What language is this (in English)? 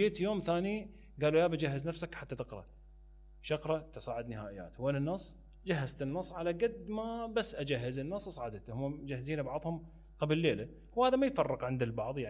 Mesopotamian Arabic